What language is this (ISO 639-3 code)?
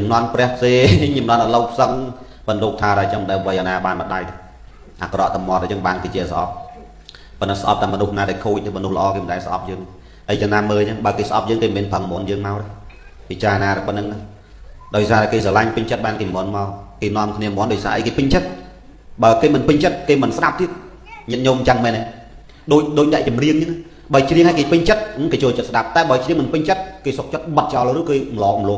khm